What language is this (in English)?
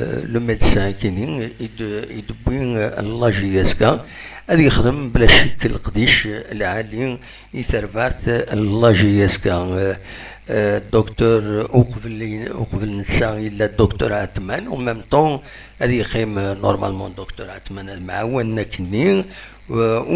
Kabyle